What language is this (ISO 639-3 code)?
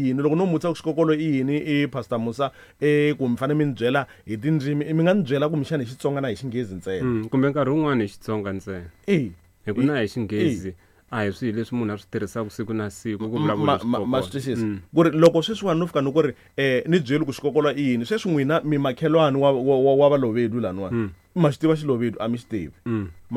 tso